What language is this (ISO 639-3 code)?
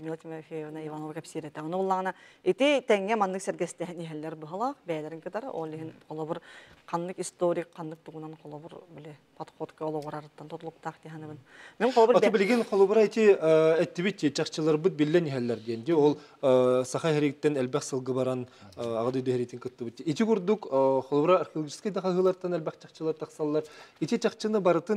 sah